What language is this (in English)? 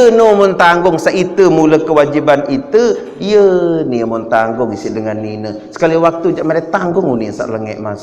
Sasak